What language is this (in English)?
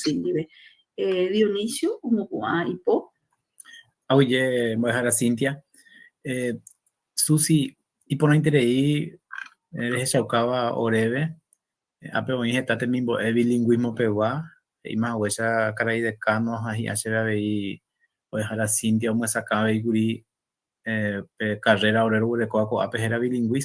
Guarani